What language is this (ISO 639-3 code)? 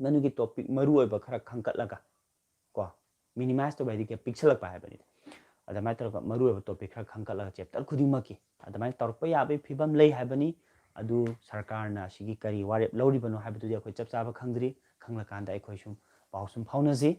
mni